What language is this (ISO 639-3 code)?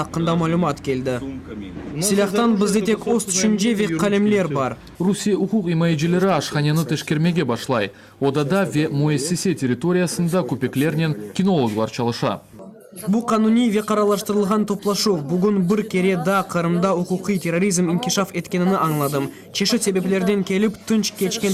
crh